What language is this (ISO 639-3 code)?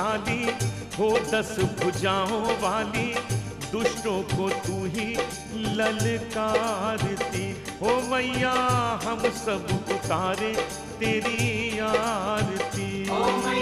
hin